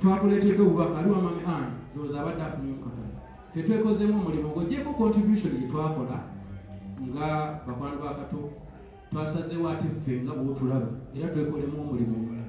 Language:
Ganda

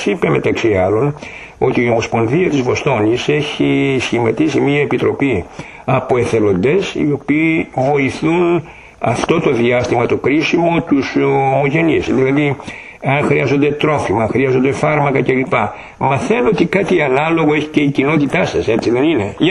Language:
Greek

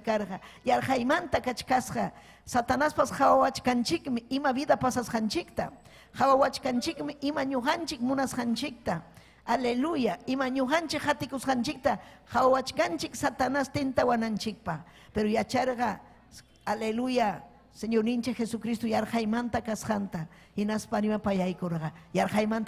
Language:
Ayacucho Quechua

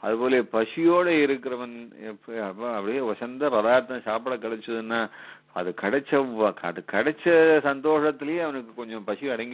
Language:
Tamil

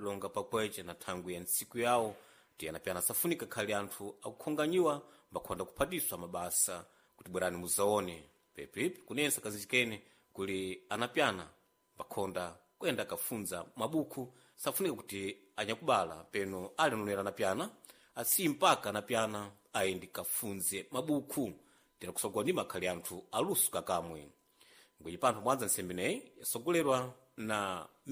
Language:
Sena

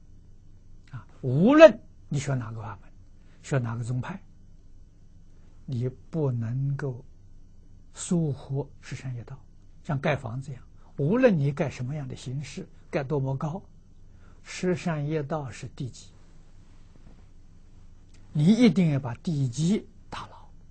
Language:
Chinese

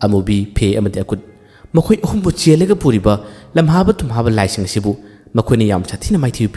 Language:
Manipuri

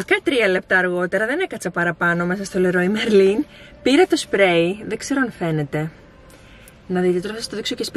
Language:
Greek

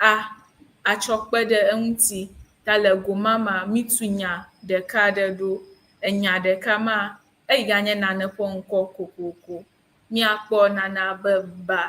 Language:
Ewe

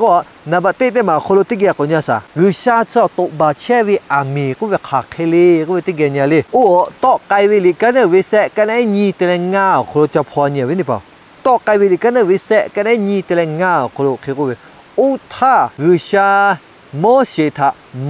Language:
Lahu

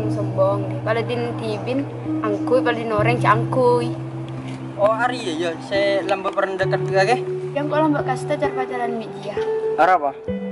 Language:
Madurese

